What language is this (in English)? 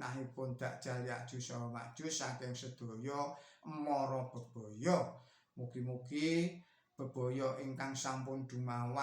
Javanese